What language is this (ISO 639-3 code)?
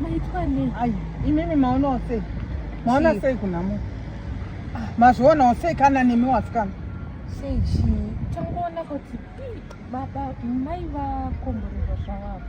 sna